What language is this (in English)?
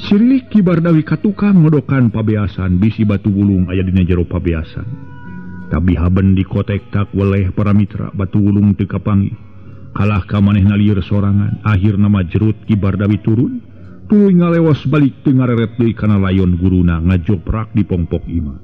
Sundanese